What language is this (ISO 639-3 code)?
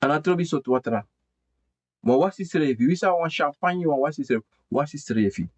srn